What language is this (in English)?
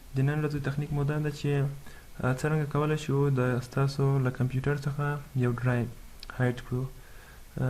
Pashto